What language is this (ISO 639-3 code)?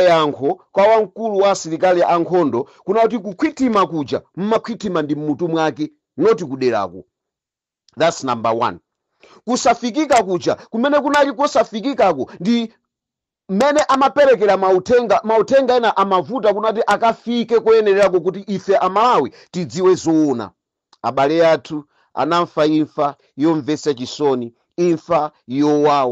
nya